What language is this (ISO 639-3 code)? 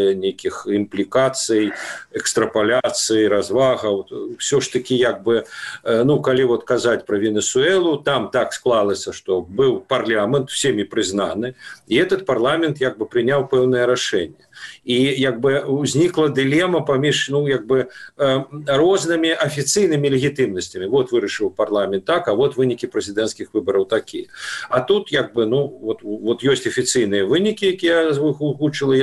bel